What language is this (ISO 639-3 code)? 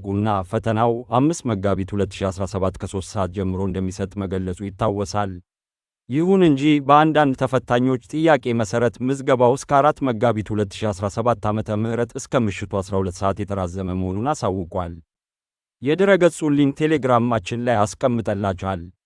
amh